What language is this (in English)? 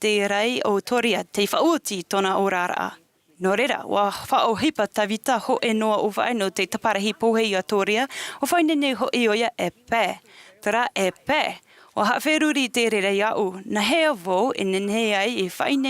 Tahitian